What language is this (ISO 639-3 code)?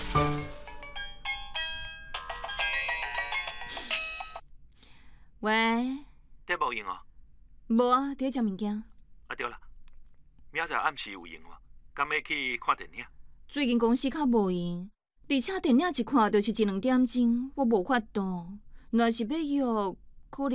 nan